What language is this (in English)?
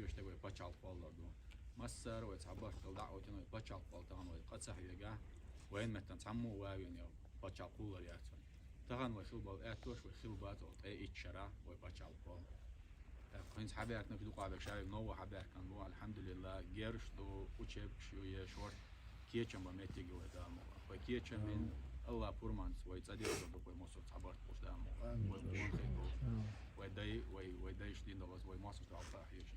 Chechen